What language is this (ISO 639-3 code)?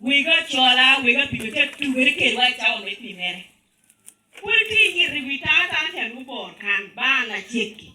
laj